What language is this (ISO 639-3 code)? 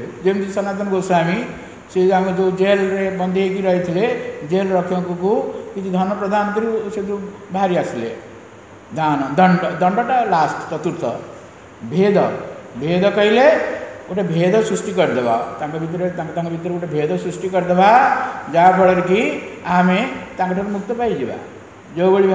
ori